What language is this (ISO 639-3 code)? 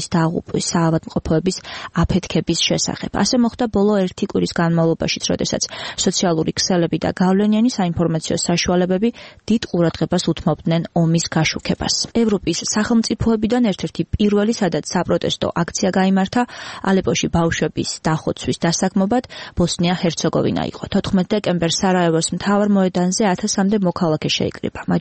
kat